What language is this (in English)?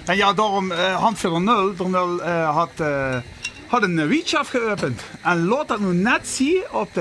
Limburgish